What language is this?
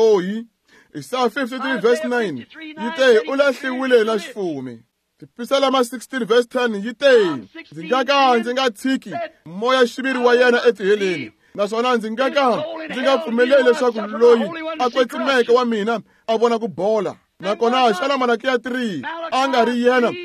Tsonga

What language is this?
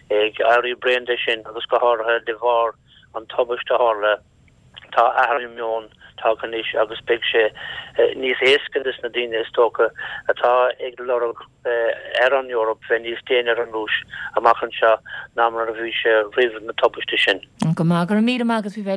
Irish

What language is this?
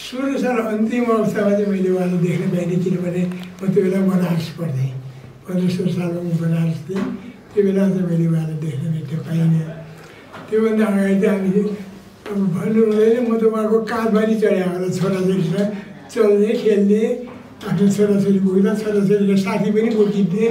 Nepali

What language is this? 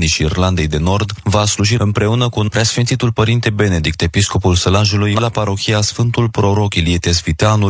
Romanian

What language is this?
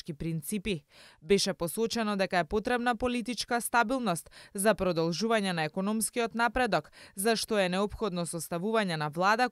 Macedonian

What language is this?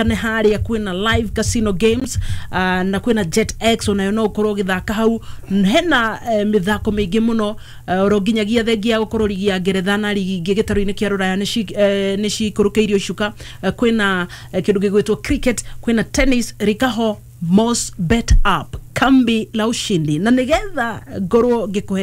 Kikuyu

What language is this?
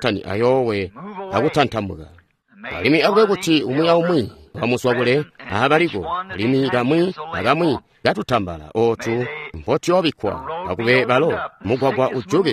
Tonga (Zambia)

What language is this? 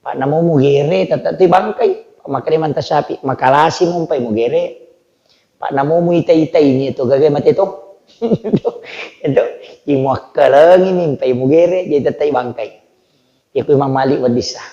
Buginese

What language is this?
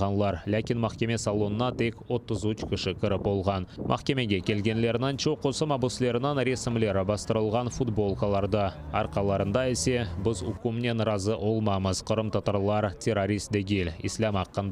Crimean Tatar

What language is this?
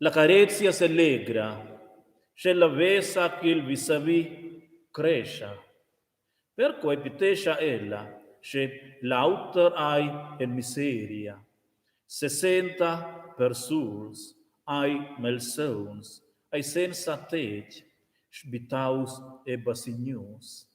Romansh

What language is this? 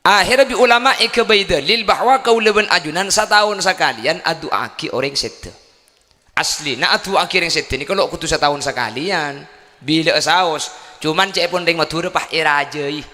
Madurese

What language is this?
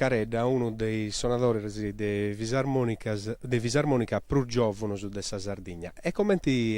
Sardinian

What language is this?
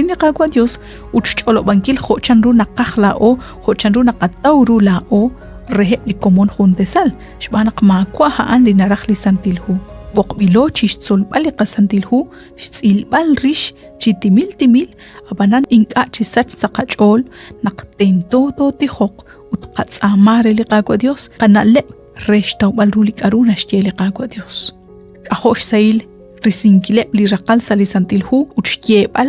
Kekchí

